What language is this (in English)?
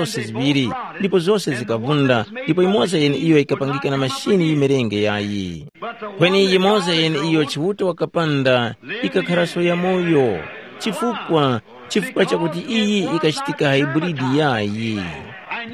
Tumbuka